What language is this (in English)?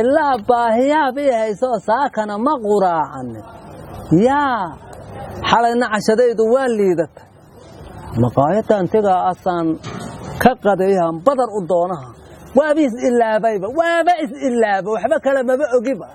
Somali